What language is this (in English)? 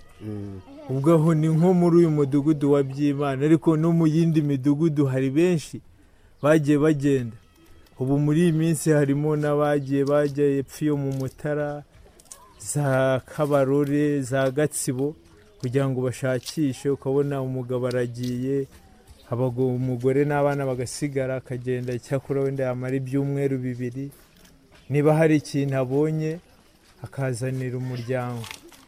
Kinyarwanda